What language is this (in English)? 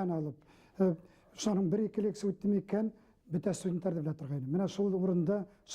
Bashkir